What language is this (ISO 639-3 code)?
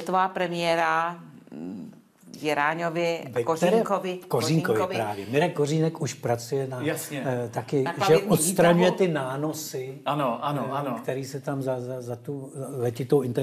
ces